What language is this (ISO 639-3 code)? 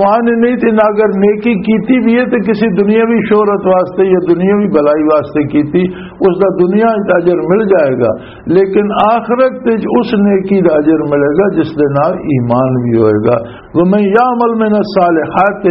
lah